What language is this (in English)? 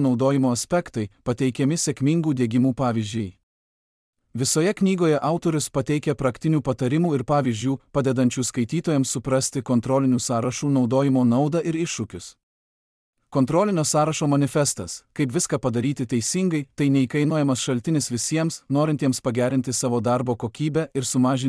Lithuanian